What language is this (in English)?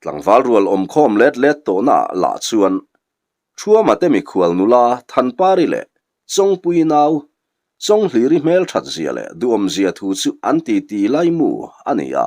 Mizo